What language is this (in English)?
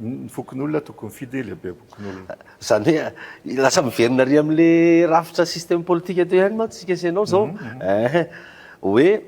Malagasy